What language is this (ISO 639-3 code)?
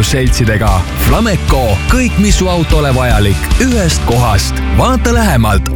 est